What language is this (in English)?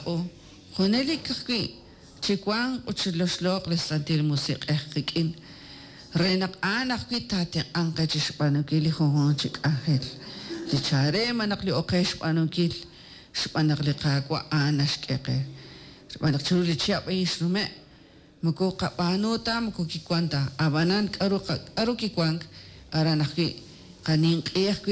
Kekchí